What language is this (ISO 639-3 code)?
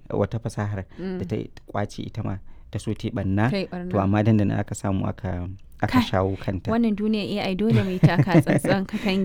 hau